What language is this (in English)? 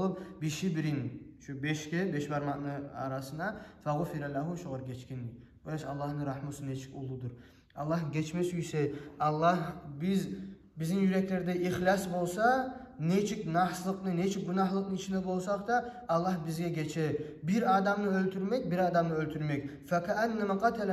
Kumyk